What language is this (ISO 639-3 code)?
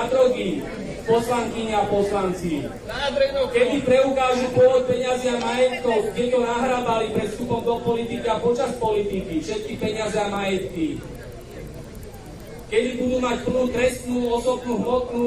slk